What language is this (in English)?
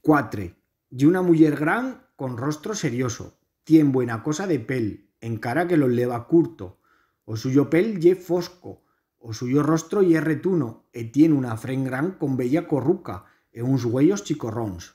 Aragonese